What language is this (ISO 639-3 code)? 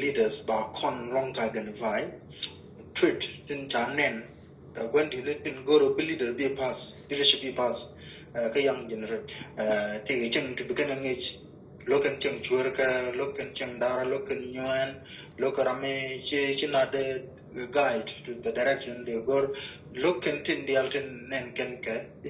nus